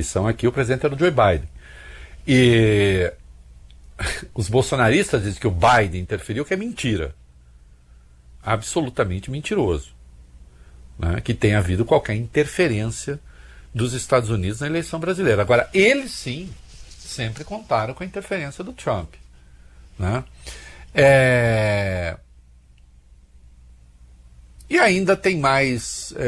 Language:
Portuguese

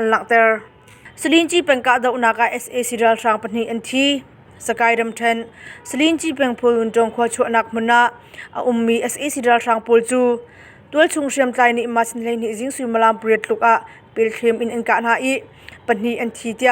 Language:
Hakha Chin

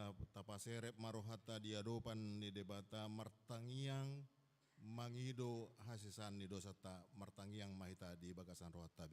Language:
Batak Toba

